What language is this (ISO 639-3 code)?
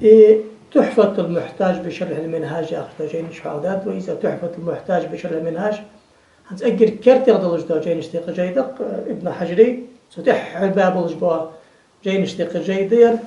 inh